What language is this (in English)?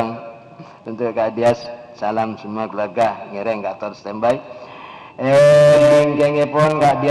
Madurese